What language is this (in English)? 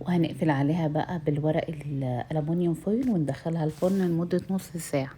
Egyptian Arabic